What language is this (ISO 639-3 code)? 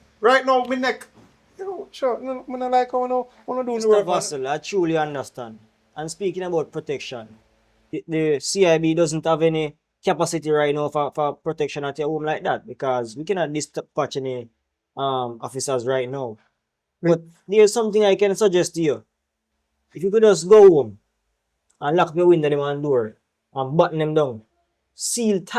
jam